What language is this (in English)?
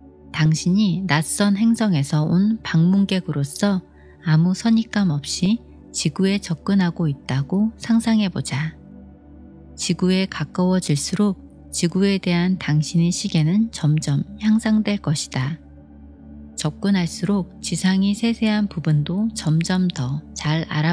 Korean